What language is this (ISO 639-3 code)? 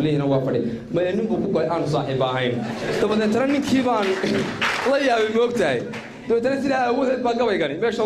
som